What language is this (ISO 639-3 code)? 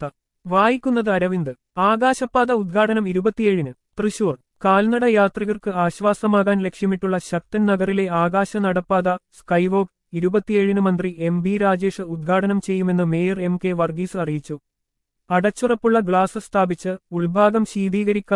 mal